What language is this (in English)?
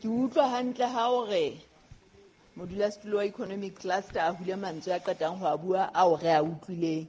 Southern Sotho